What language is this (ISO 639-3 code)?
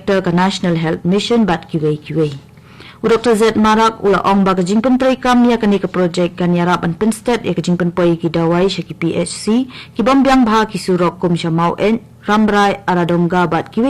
kha